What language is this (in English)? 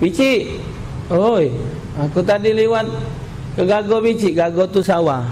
Musi